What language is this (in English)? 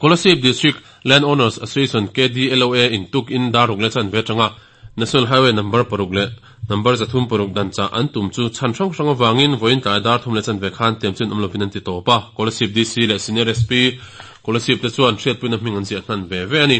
Mizo